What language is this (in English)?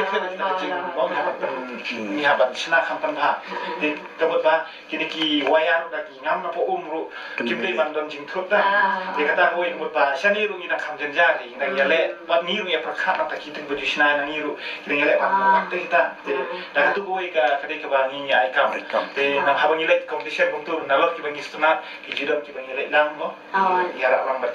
Khasi